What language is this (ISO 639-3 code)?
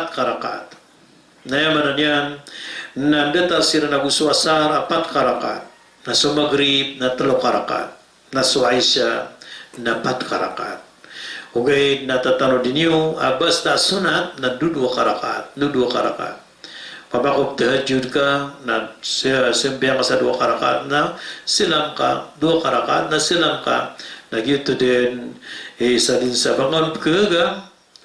mrw